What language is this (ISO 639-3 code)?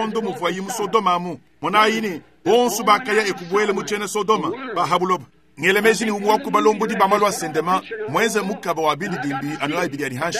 lua